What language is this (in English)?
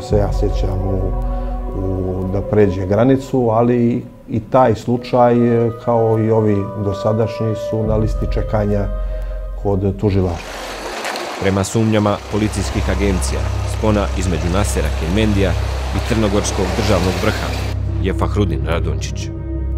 Bosnian